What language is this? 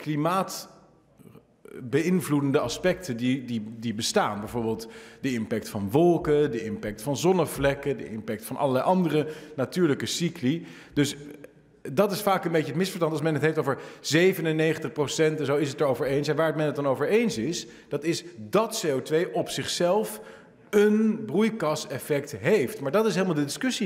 Dutch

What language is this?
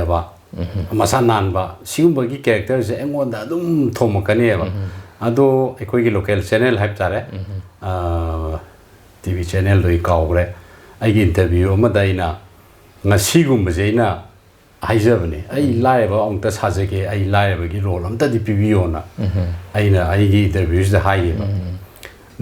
Manipuri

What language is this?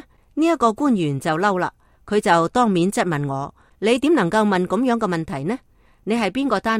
Cantonese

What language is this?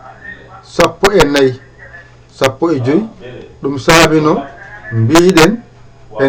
Fula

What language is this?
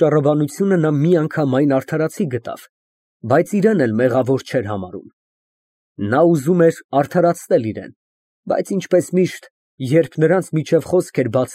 Armenian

